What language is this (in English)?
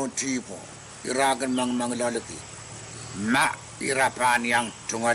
Pohnpeian